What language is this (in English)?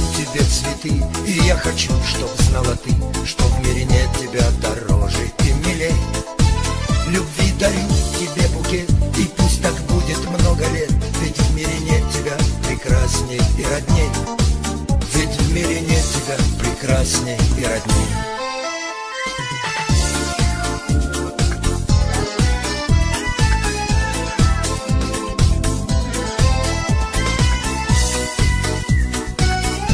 Russian